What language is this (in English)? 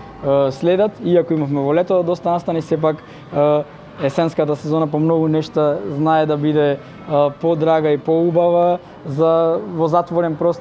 Macedonian